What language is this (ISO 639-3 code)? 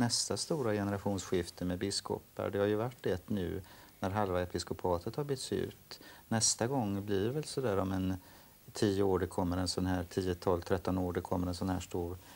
swe